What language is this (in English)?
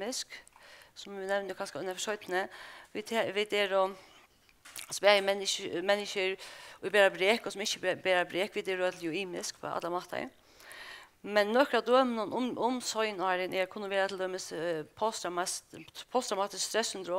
Faroese